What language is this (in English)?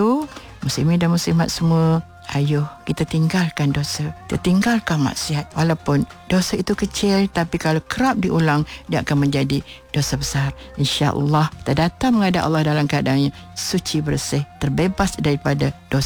Malay